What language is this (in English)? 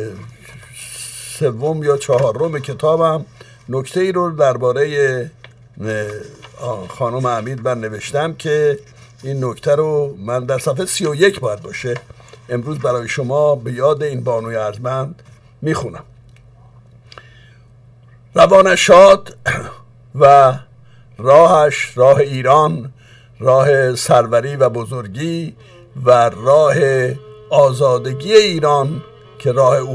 Persian